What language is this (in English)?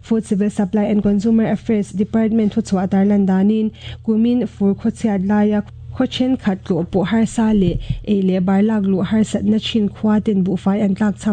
Mizo